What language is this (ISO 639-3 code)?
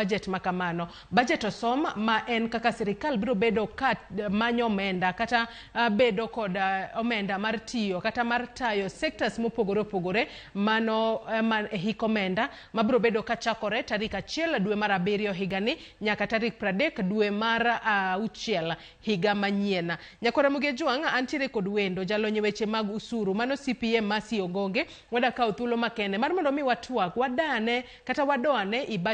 luo